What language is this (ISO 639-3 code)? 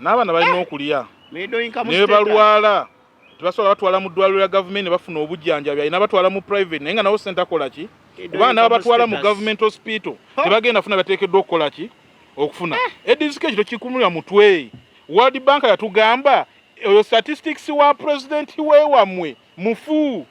lug